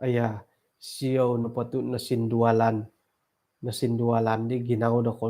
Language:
Central Dusun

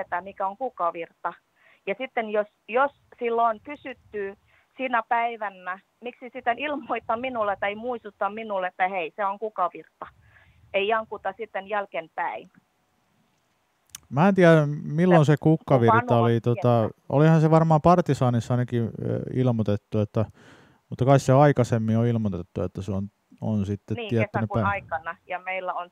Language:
Finnish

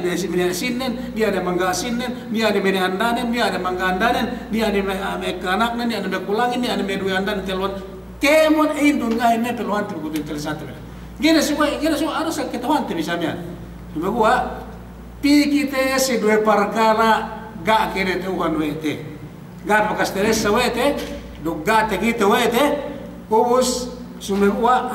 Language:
Yakan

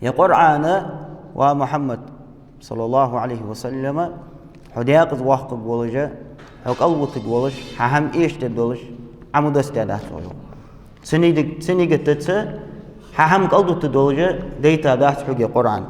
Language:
Ingush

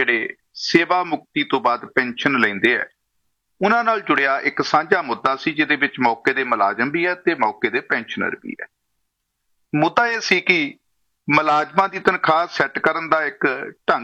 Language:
Punjabi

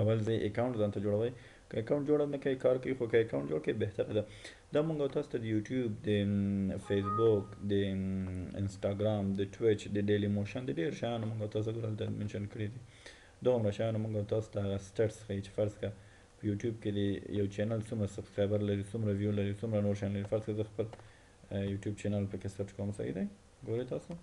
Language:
Pashto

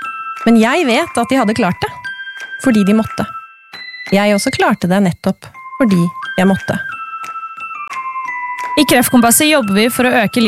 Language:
Norwegian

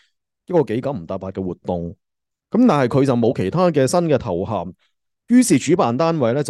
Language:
Cantonese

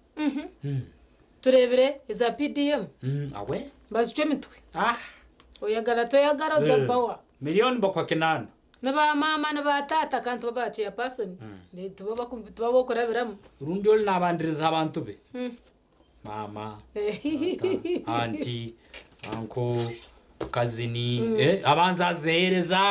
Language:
Nyankole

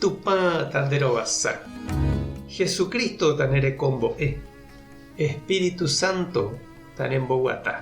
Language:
Guarani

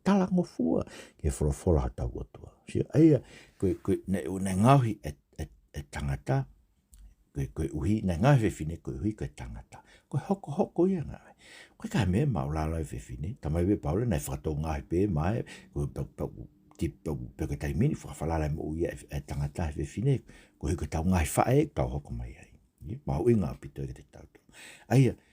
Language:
Tongan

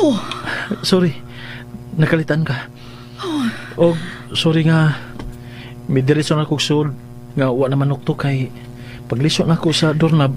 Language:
Cebuano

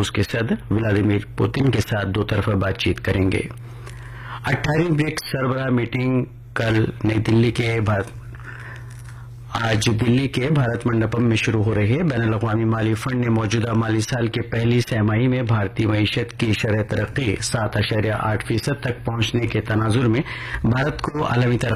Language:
Urdu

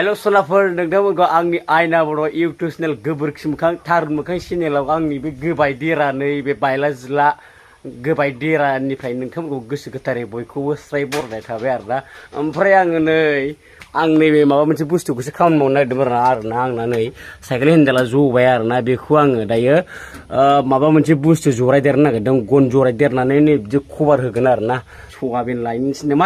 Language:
Bodo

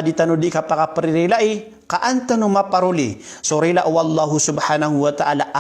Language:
Maranao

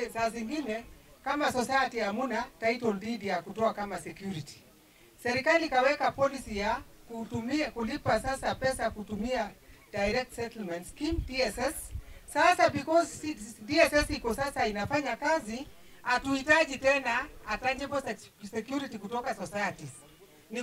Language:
Swahili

